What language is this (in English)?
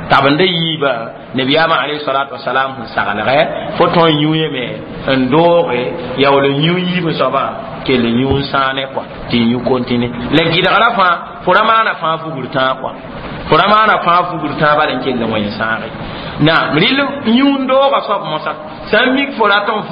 Mossi